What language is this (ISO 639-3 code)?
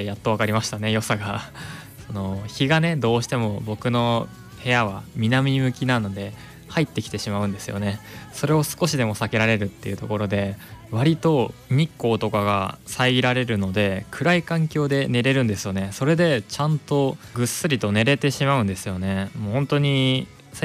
jpn